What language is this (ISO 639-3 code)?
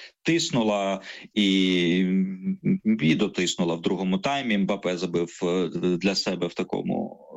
ukr